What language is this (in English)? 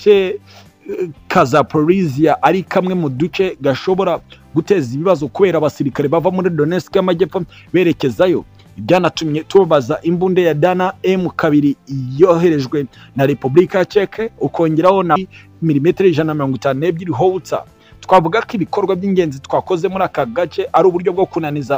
Kinyarwanda